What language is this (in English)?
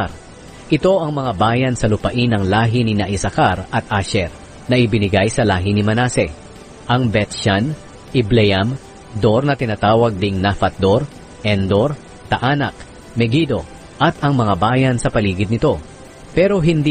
Filipino